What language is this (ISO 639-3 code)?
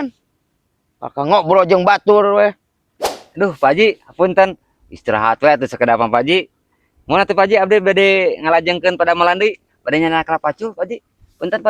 sun